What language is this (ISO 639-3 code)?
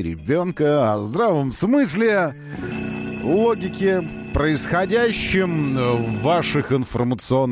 rus